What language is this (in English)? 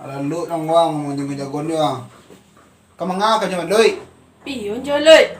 Minangkabau